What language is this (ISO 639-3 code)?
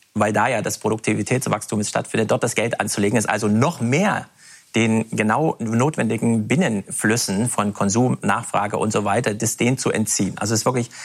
deu